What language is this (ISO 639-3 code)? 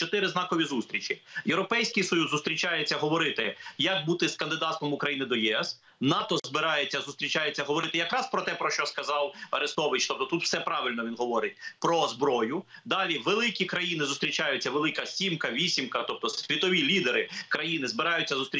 ukr